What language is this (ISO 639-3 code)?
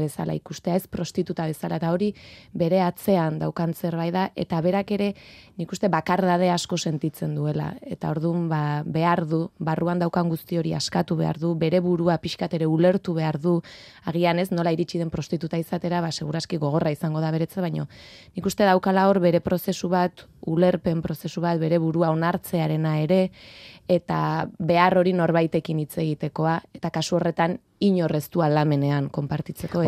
eus